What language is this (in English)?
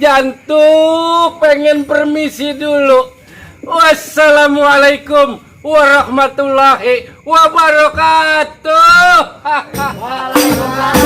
Betawi